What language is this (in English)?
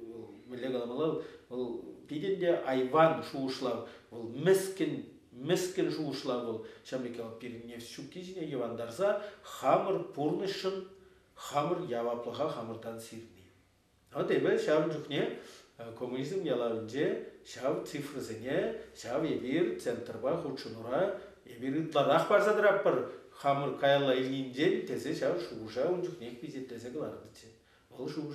Chuvash